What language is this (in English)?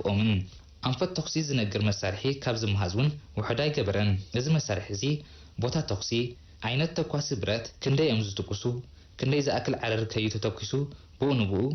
Tigrinya